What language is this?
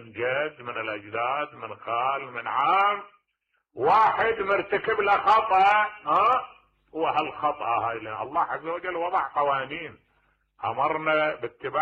Mesopotamian Arabic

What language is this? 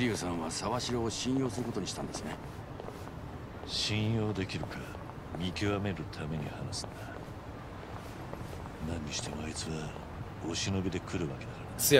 Japanese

